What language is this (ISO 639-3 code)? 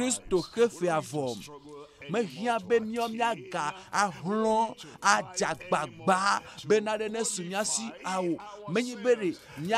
ewe